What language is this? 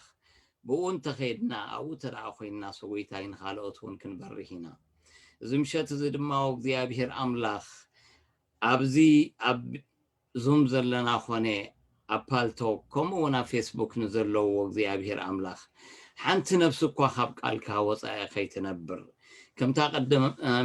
Tigrinya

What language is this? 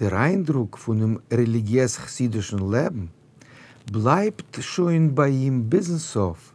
Yiddish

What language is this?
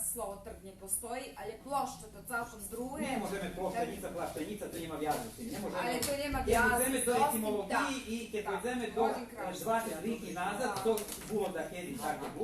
Rusyn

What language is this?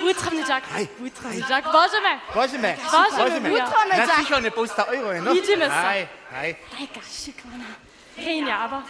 Upper Sorbian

